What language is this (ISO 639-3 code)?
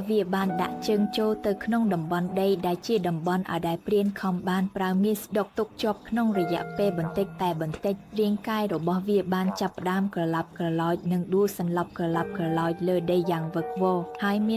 khm